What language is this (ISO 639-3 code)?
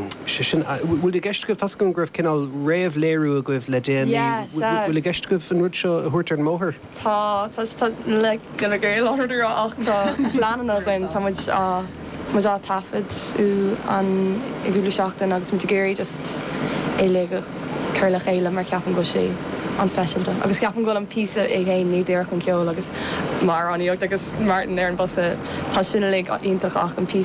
gle